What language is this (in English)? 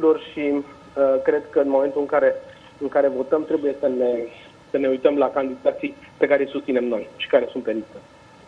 Romanian